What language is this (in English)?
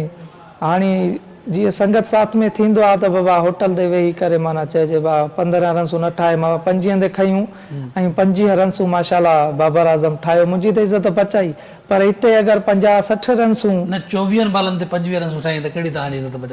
Sindhi